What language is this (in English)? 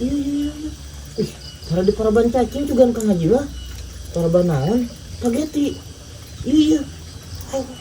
Sundanese